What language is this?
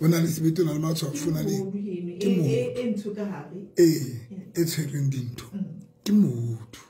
Southern Sotho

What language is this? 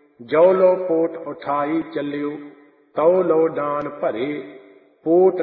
Punjabi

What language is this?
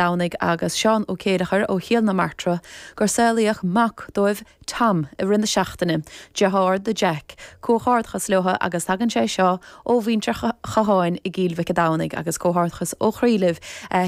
Irish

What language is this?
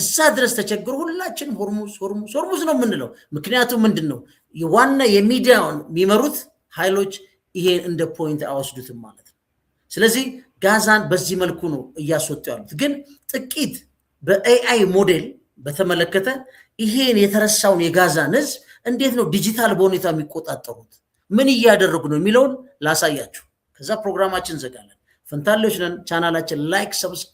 Amharic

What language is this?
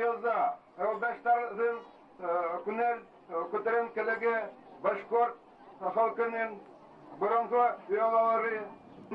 Bashkir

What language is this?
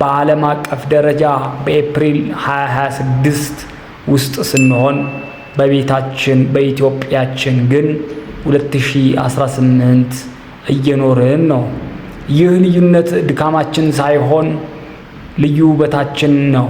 Amharic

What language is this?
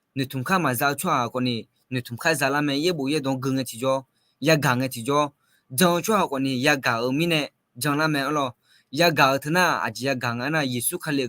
Akha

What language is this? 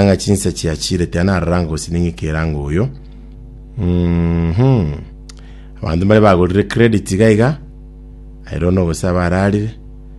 Gusii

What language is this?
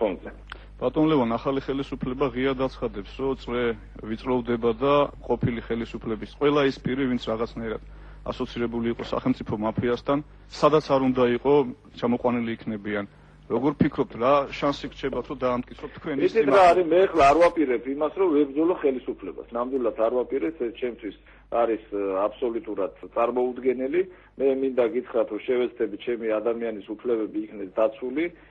Georgian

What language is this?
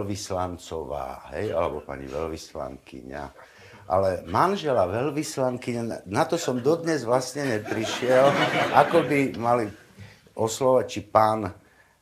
Slovak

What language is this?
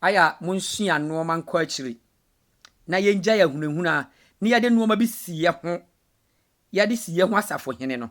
Akan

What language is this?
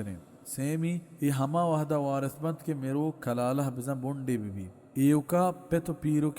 Baluchi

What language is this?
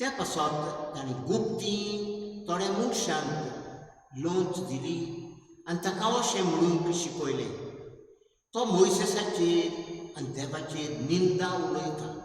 Konkani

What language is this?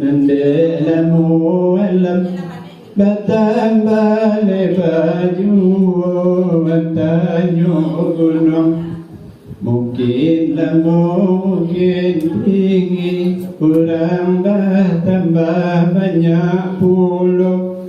Minangkabau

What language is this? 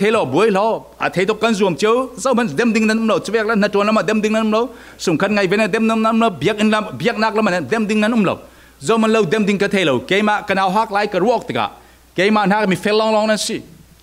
Falam Chin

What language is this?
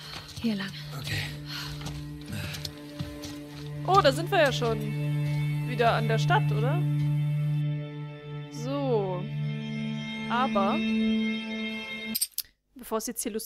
German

